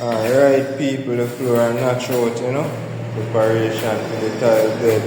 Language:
Jamaican Creole English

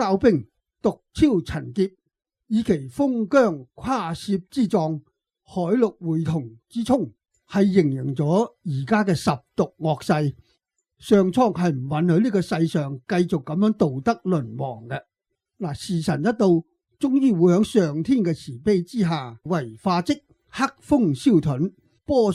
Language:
Cantonese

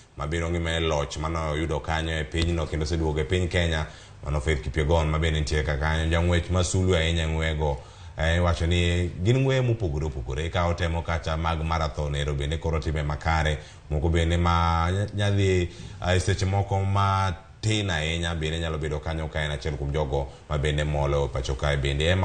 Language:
Luo (Kenya and Tanzania)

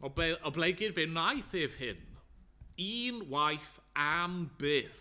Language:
Welsh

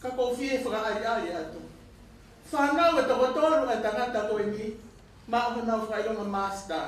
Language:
Tongan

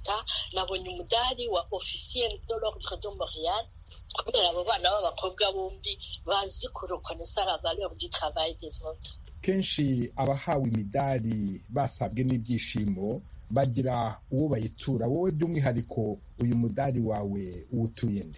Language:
Kinyarwanda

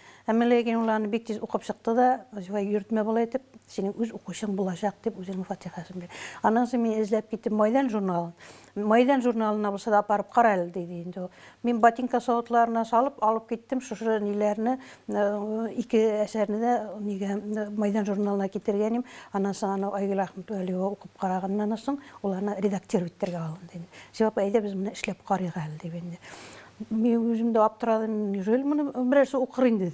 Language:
Tatar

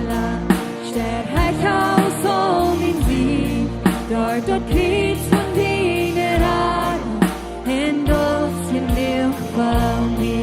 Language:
Plautdietsch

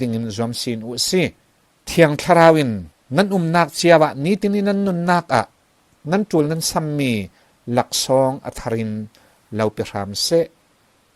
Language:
Falam Chin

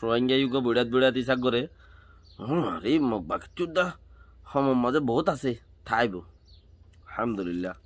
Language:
Rohingya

